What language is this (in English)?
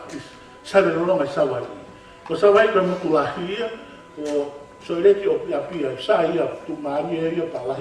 Tongan